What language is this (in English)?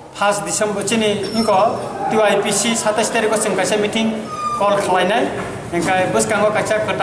Kok Borok